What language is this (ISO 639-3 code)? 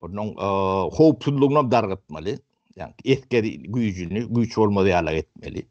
tuk